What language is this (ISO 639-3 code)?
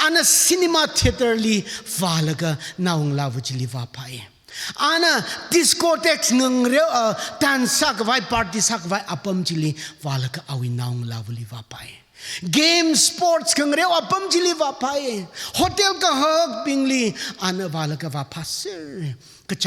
nmf